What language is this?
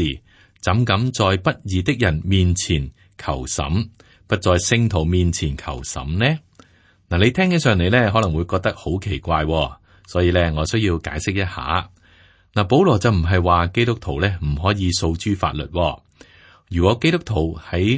Cantonese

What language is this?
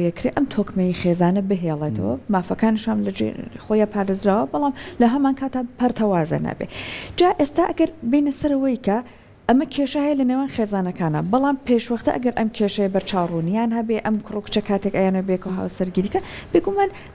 Central Kurdish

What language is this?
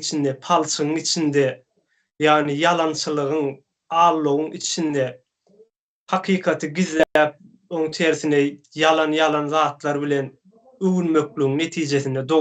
Turkmen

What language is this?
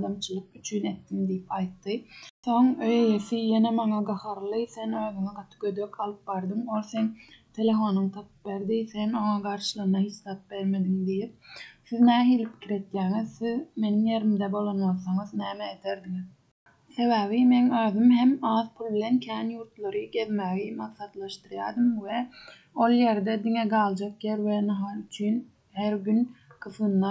Turkmen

